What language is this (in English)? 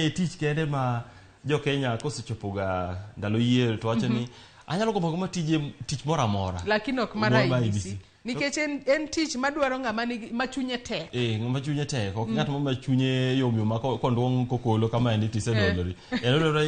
Luo (Kenya and Tanzania)